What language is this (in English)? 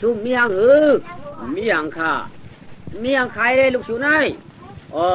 Shan